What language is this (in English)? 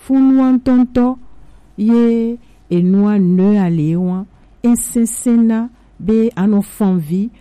Gen